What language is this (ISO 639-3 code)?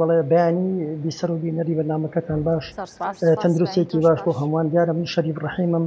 ckb